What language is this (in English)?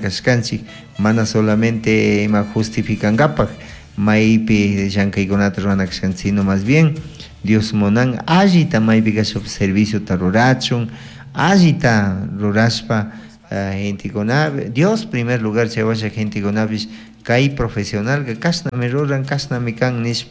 Chimborazo Highland Quichua